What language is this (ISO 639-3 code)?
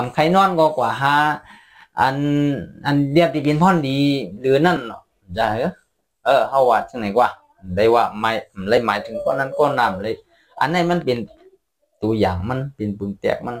shn